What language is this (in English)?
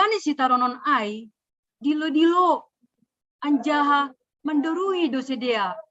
Batak Simalungun